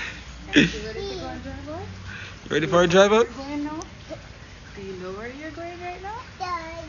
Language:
Jamaican Creole English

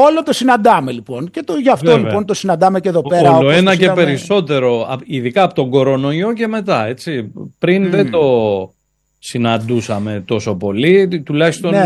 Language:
Greek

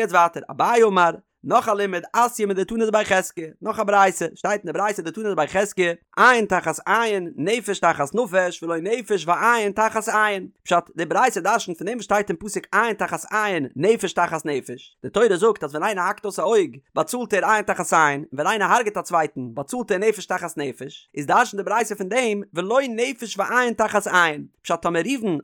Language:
Yiddish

